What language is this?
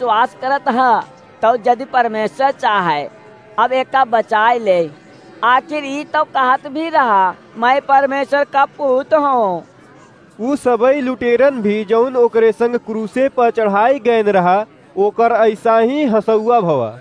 Awadhi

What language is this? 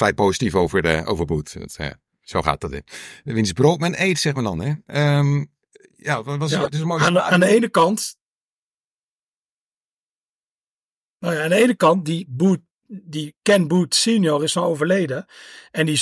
Dutch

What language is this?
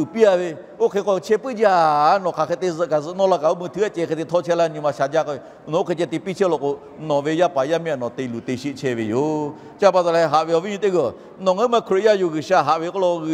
Lahu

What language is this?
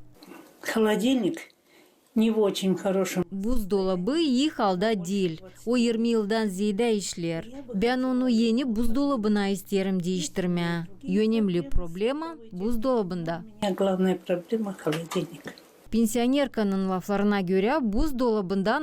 Gagauz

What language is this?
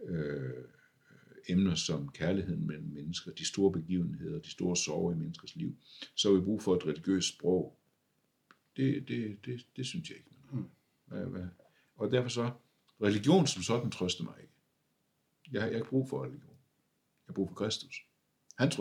Danish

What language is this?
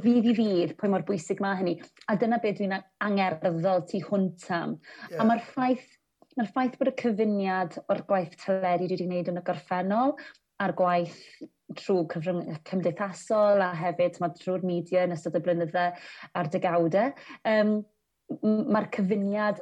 Welsh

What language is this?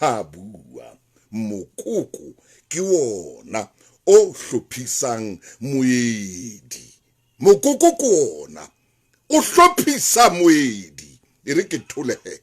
Southern Sotho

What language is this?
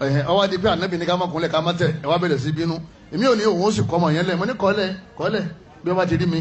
Yoruba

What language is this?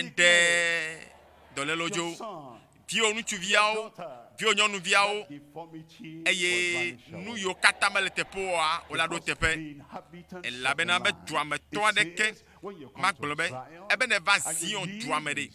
Ewe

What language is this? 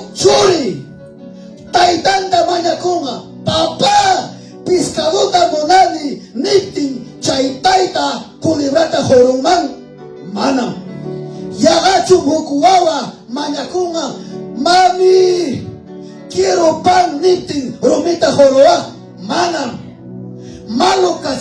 Ayacucho Quechua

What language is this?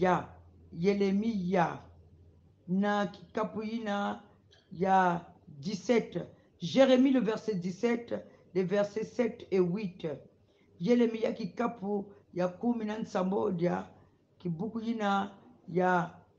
Kongo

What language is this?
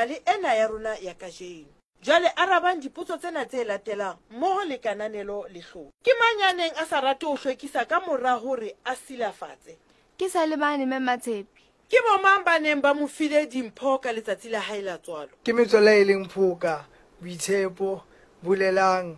Southern Sotho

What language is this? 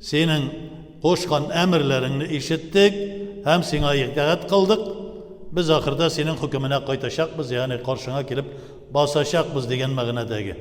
Tatar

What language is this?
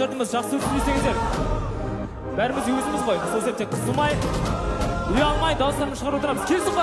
Kazakh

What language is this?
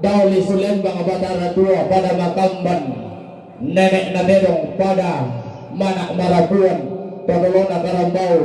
Toraja-Sa'dan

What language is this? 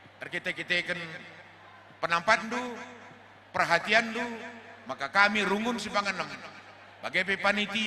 Batak Karo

